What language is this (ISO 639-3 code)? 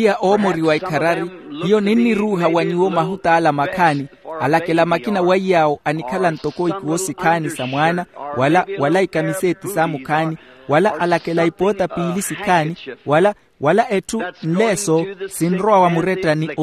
vmw